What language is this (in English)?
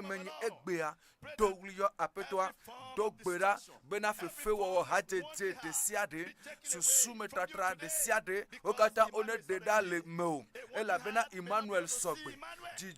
Ewe